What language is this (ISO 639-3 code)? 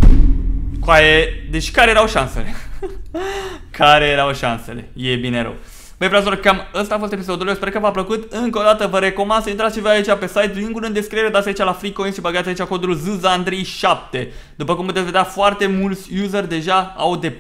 ron